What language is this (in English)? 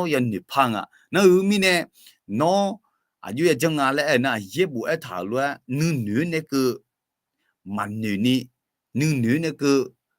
Akha